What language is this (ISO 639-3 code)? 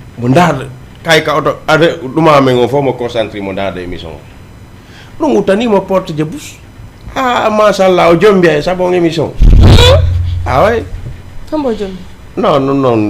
ful